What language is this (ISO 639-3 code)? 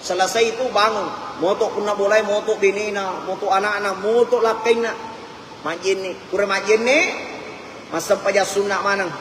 bug